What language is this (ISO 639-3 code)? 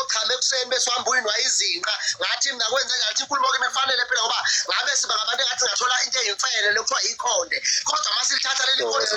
zul